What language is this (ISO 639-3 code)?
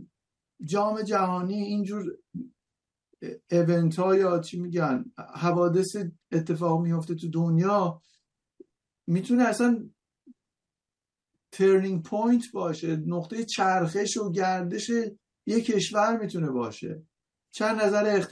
fas